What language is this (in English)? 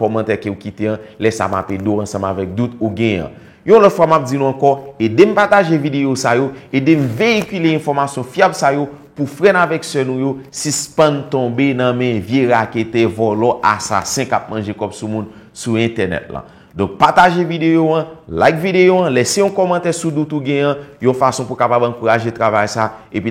Haitian Creole